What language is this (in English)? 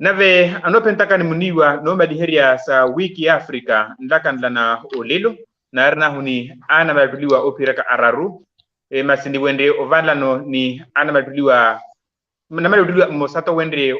Makhuwa